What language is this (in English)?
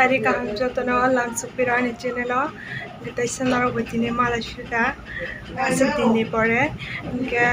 Kok Borok